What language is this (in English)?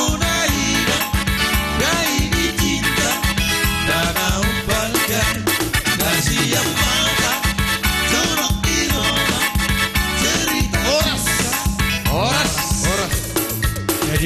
Batak Toba